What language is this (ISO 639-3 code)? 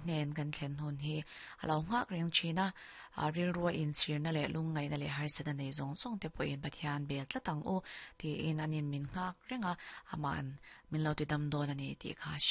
lus